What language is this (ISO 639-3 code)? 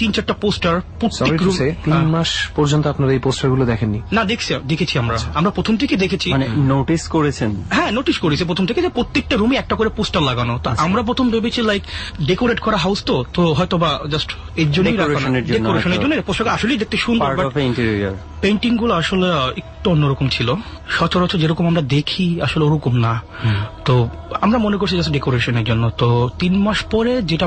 ben